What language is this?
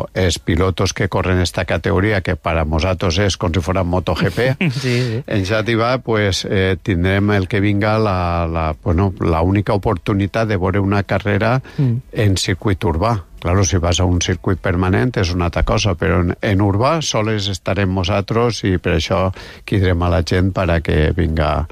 Catalan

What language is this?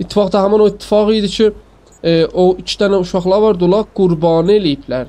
South Azerbaijani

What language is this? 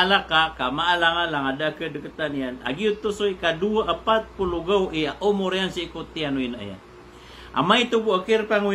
Maranao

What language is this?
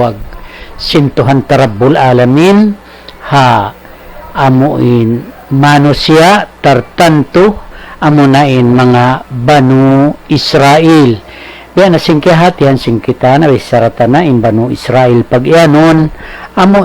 Tausug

